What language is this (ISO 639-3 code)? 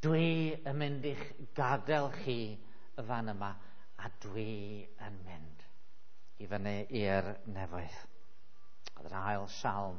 cym